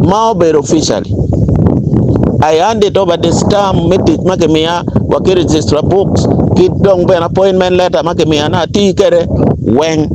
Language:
Acoli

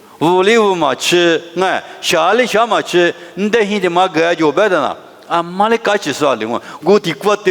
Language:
Lisu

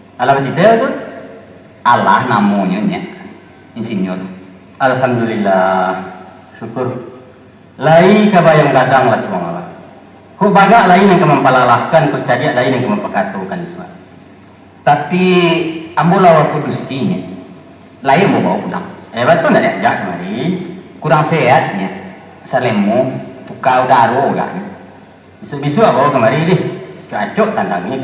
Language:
Minangkabau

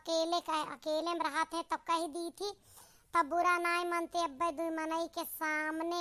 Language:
Awadhi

